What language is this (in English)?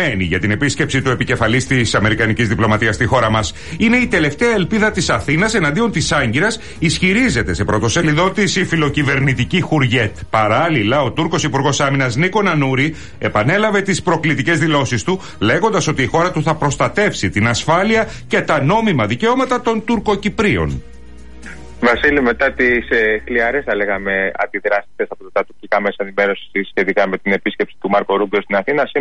Greek